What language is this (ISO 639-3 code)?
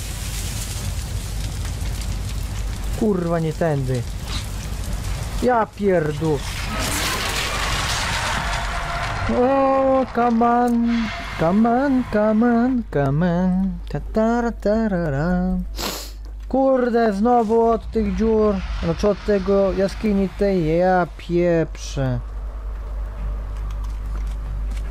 pol